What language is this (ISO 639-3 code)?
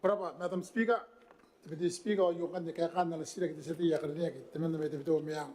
gil